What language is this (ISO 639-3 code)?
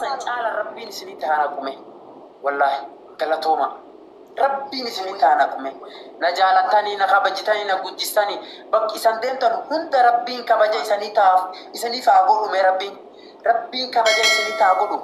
orm